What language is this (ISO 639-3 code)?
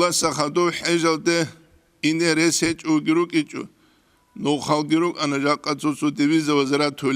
ava